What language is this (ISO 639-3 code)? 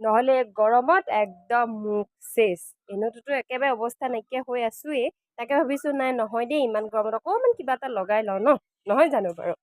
asm